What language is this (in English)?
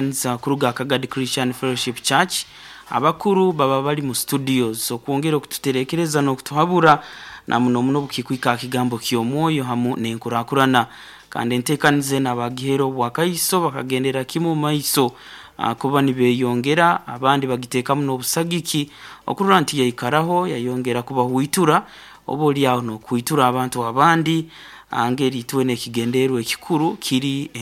Nyoro